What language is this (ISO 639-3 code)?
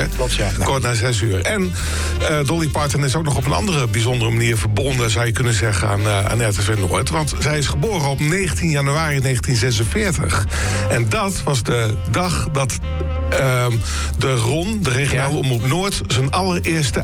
nld